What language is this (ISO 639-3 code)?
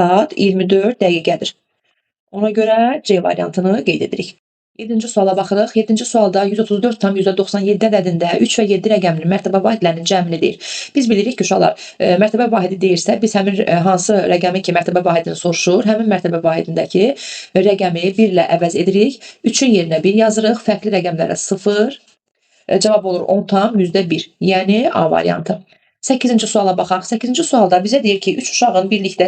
aze